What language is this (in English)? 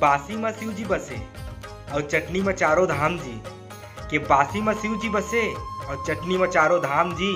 Chhattisgarhi